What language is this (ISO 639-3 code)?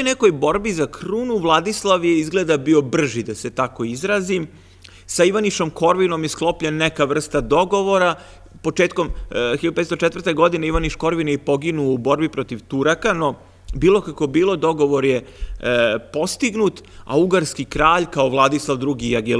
srp